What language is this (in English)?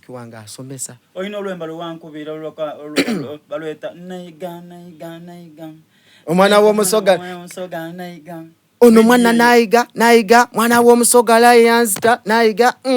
Soga